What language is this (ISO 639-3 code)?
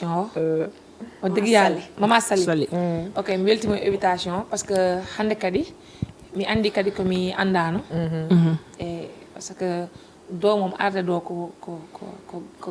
ful